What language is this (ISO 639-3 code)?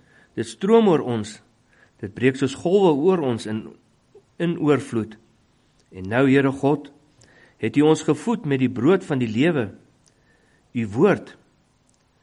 afr